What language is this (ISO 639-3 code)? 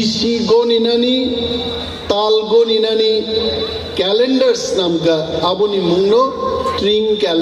trp